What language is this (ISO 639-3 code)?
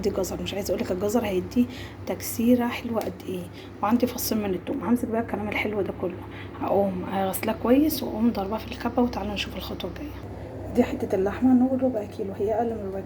arz